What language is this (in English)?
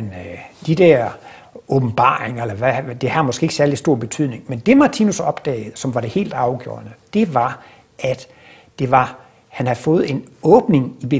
Danish